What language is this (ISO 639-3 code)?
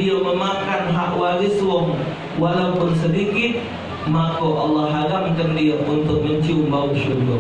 mui